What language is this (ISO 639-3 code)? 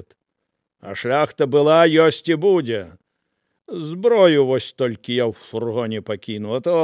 bel